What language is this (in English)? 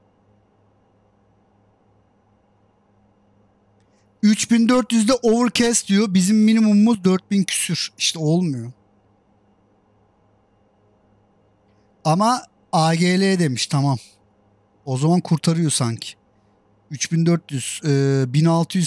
Turkish